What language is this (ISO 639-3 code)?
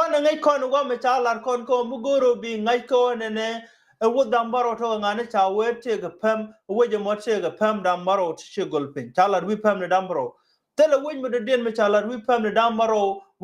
nus